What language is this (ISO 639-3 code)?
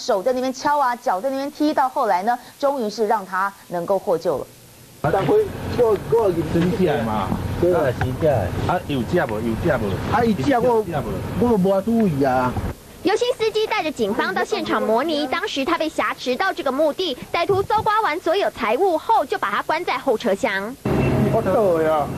zho